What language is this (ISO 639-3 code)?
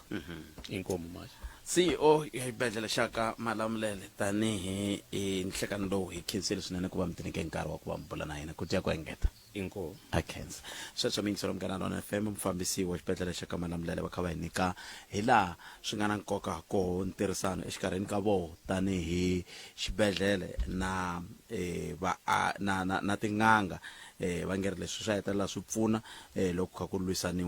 tso